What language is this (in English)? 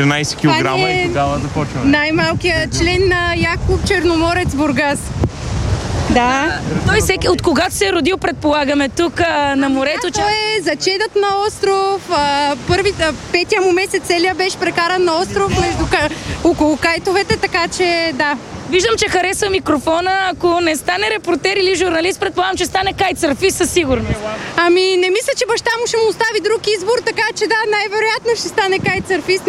Bulgarian